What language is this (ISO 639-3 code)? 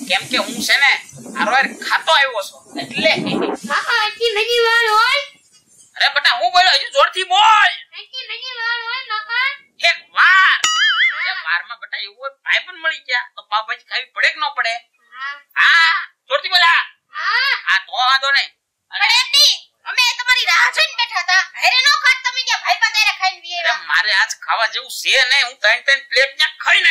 guj